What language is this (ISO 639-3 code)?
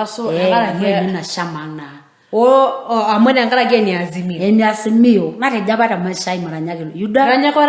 mas